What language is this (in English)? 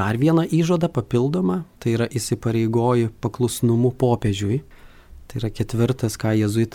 Lithuanian